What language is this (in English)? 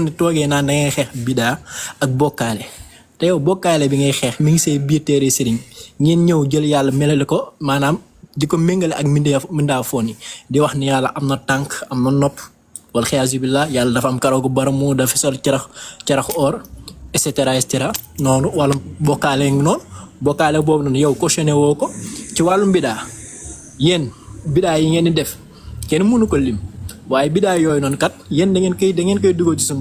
Wolof